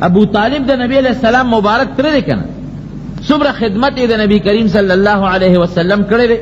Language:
Pashto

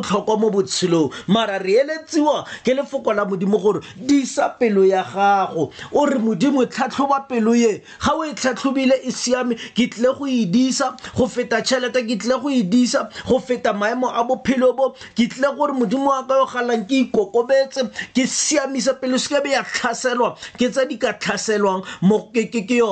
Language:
Tswana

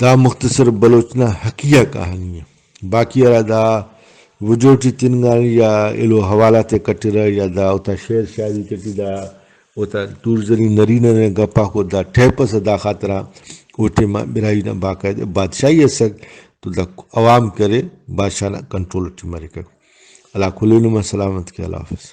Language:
Brahui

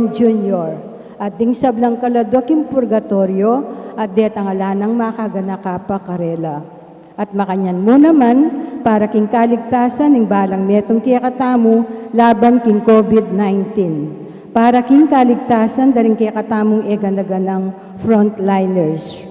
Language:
Pampanga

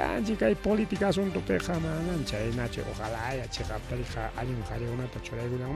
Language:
Ayacucho Quechua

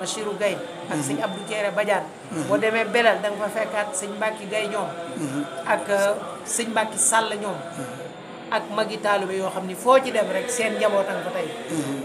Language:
Wolof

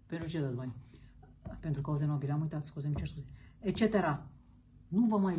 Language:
Romanian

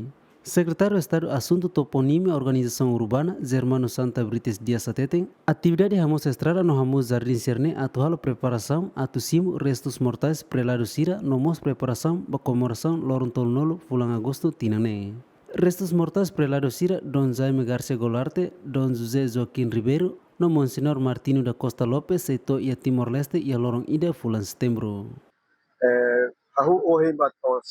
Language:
Tetum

